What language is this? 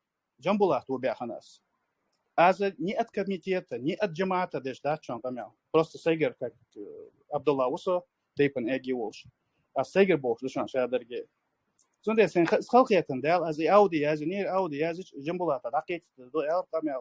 Chechen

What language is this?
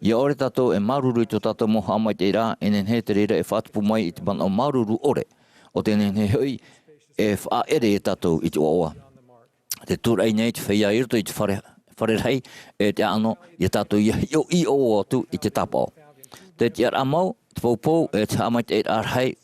Tahitian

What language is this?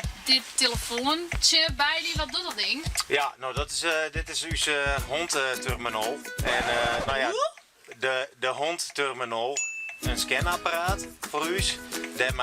Western Frisian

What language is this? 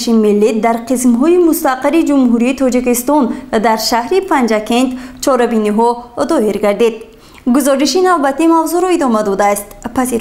Tajik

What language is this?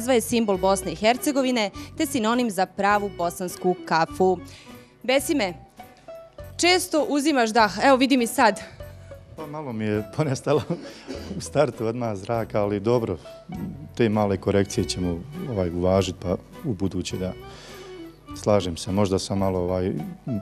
Bosnian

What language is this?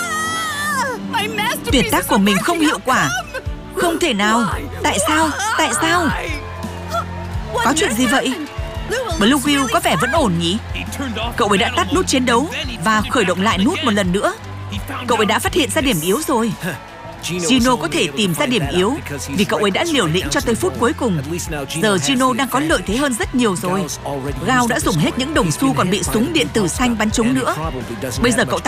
Vietnamese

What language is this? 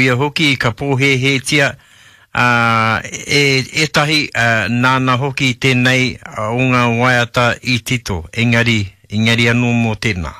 Māori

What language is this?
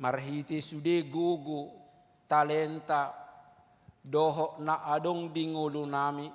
Batak Toba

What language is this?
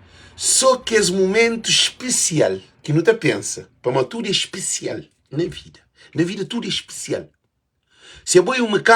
Kabuverdianu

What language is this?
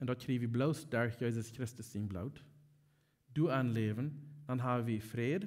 Plautdietsch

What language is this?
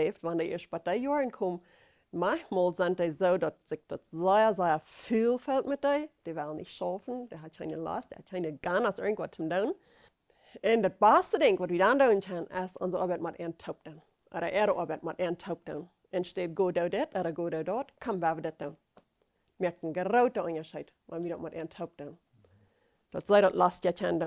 Plautdietsch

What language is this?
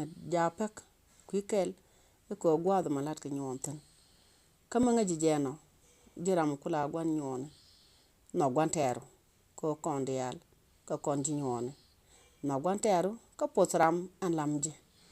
Nuer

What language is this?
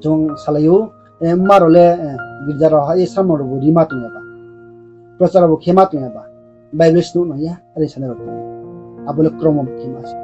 Riang (India)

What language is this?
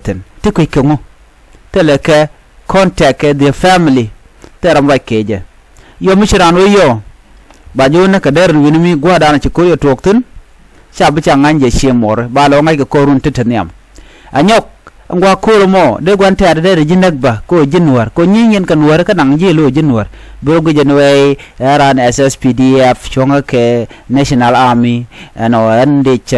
Nuer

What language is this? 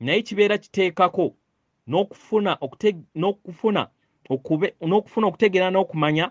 Ganda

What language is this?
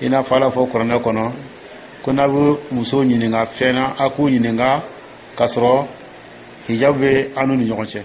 Dyula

